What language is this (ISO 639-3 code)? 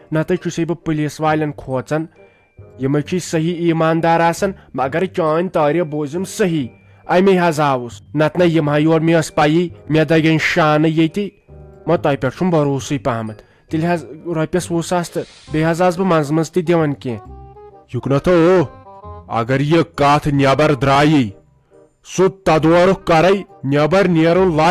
kas